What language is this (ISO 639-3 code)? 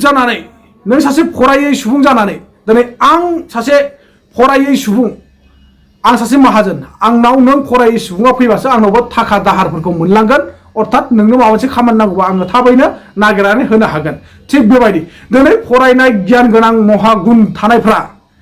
brx